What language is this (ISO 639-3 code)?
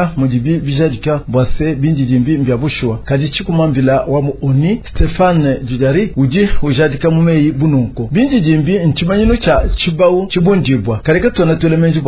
lua